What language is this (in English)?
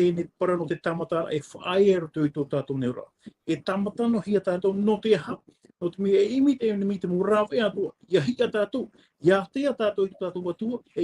Tahitian